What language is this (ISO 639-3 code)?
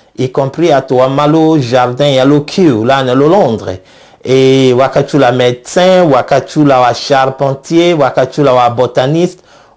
tll